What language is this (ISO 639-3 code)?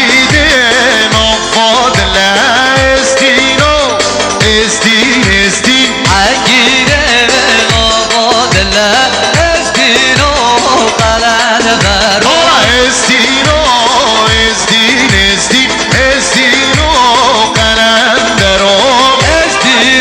kur